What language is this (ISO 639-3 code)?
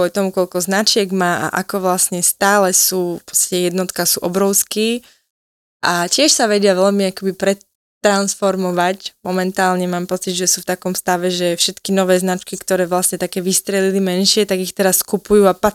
slk